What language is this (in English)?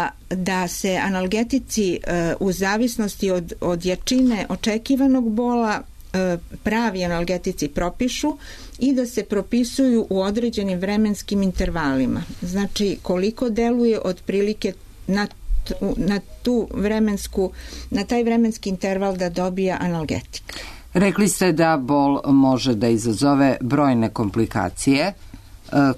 Serbian